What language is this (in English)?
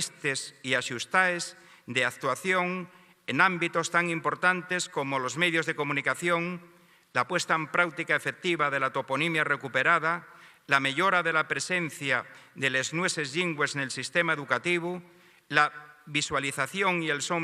Asturian